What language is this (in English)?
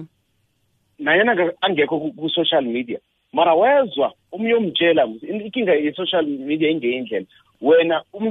South Ndebele